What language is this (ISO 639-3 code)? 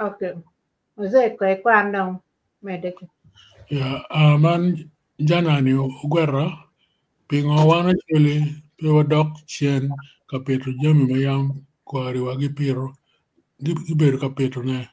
ach